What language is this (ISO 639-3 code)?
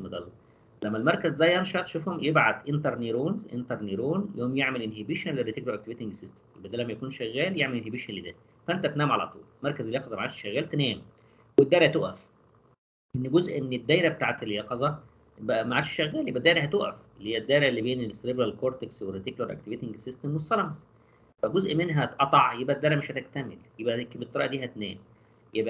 arz